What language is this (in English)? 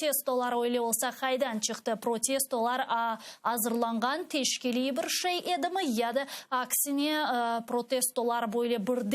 Crimean Tatar